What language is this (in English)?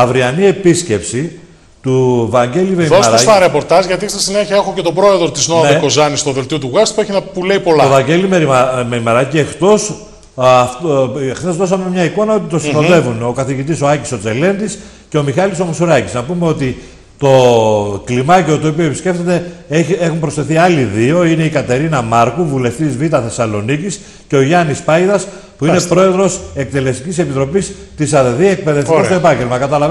Greek